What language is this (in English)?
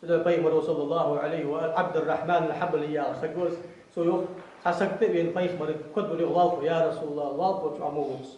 Ingush